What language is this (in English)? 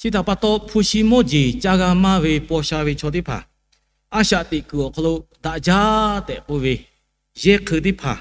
Lahu